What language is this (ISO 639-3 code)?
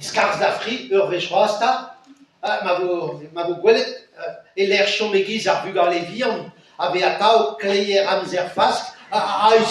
bre